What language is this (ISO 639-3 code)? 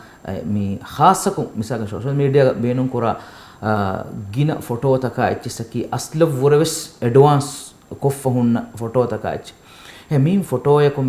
div